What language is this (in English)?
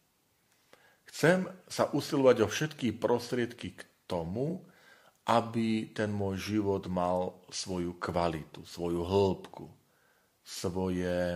Slovak